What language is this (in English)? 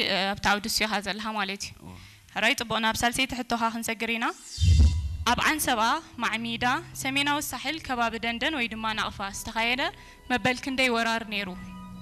Tigrinya